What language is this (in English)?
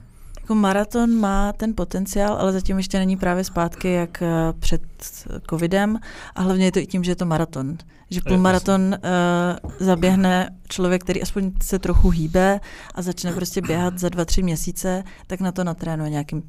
Czech